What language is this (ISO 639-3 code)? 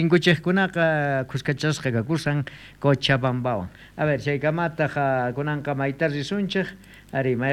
quh